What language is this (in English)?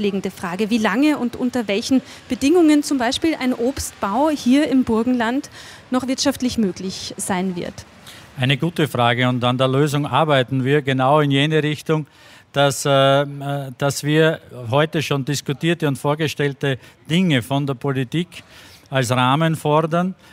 German